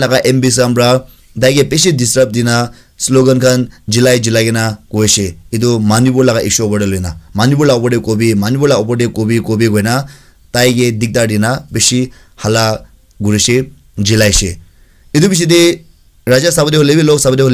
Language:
Naga Pidgin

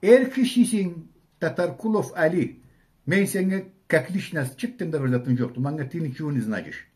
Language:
Karachay-Balkar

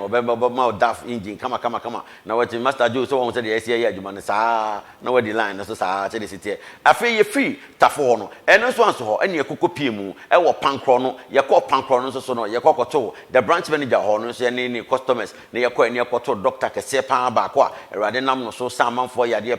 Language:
Akan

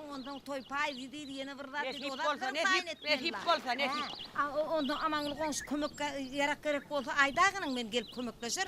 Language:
Turkmen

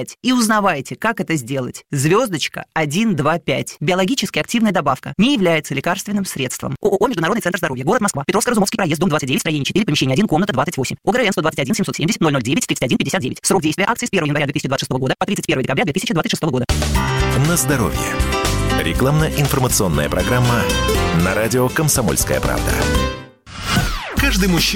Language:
Russian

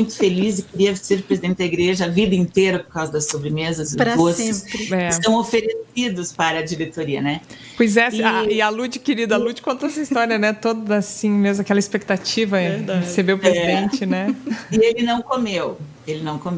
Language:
Portuguese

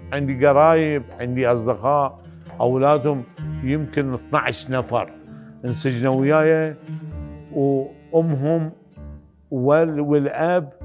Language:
Mesopotamian Arabic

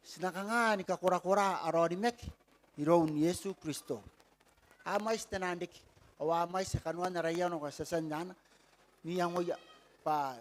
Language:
Gilbertese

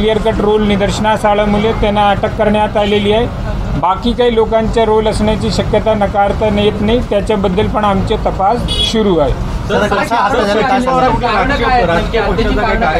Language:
Marathi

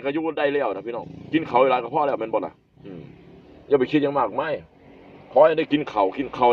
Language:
Northeastern Thai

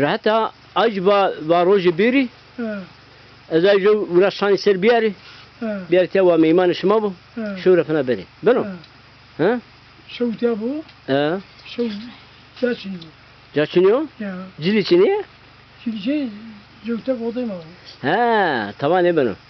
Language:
Zaza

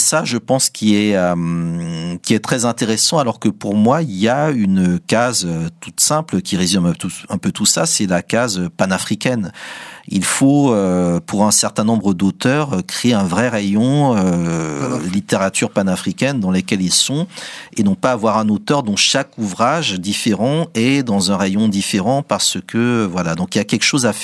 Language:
French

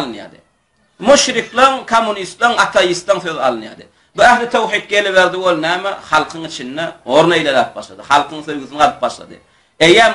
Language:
Turkmen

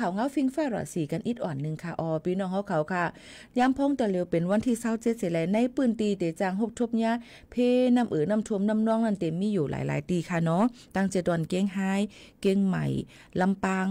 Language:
Shan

